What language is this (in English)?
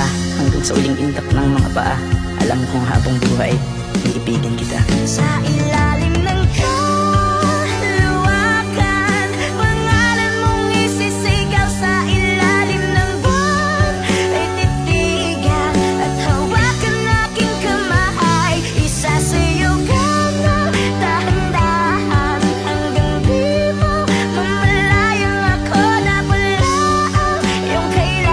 Filipino